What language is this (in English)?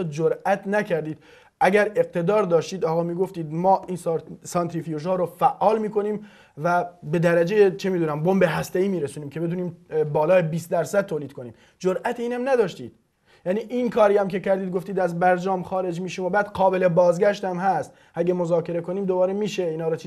Persian